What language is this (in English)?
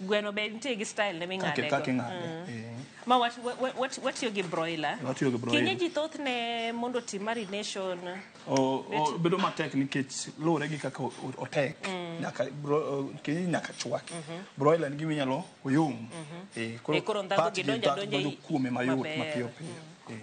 Luo (Kenya and Tanzania)